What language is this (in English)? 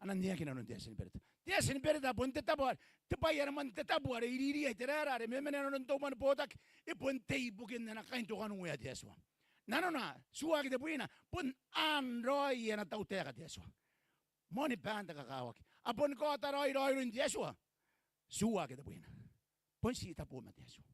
Gilbertese